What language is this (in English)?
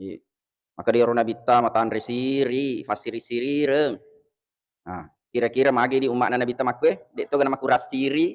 Buginese